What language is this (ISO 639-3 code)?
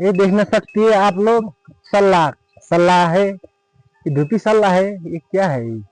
nep